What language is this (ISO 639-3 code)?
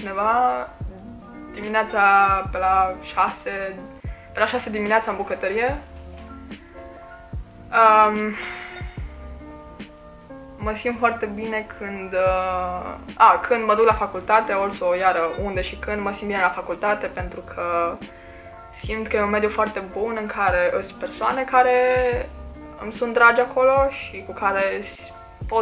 ron